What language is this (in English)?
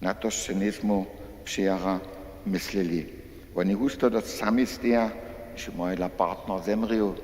Upper Sorbian